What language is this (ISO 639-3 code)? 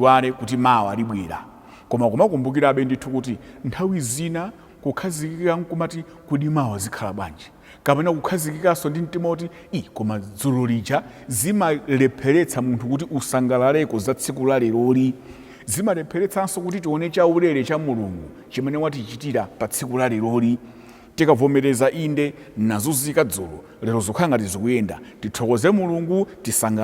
nya